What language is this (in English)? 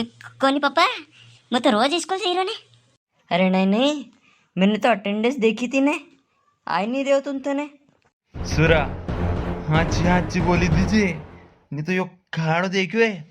Rajasthani